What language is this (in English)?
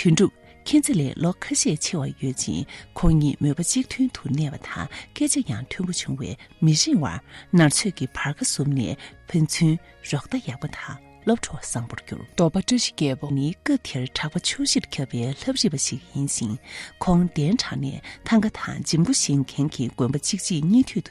Tibetan